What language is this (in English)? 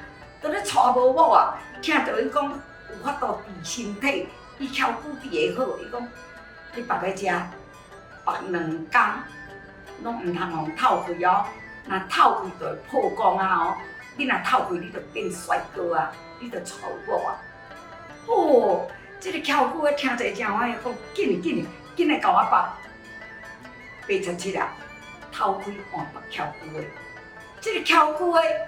Min Nan Chinese